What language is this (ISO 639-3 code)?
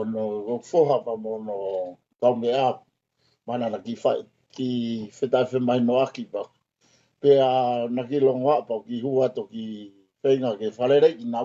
ton